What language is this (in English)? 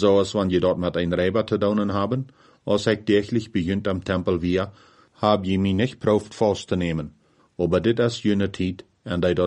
Plautdietsch